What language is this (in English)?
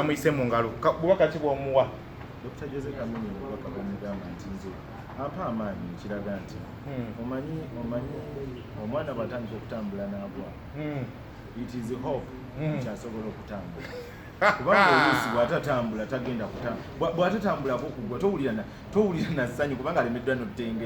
Ganda